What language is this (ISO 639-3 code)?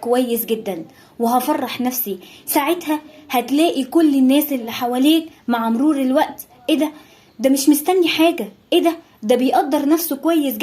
arz